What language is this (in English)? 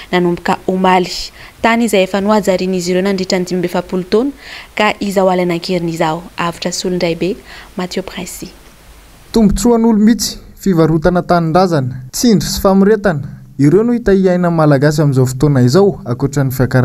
Malagasy